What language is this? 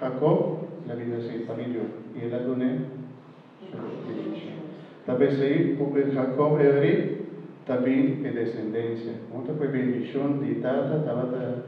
Papiamento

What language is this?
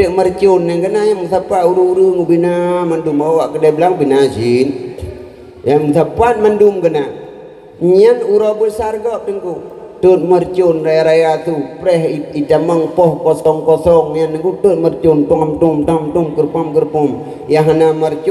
Achinese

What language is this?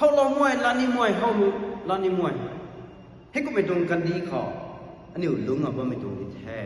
Rongmei Naga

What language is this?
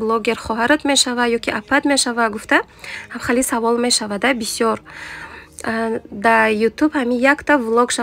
Tajik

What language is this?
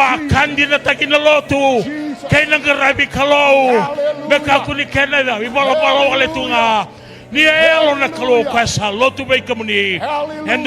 Fijian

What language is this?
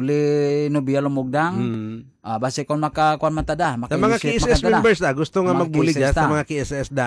Hiligaynon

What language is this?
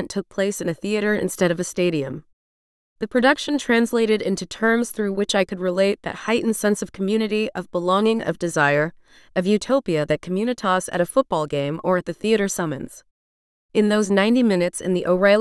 English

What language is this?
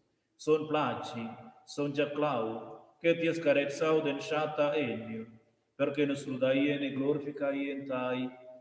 Romansh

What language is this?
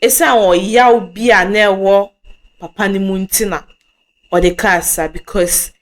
Akan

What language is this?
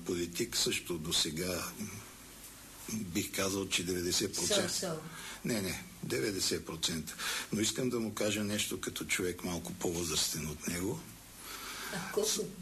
Bulgarian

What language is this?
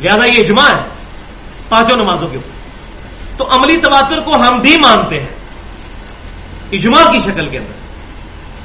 Urdu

